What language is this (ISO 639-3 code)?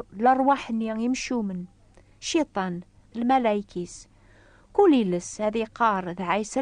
kab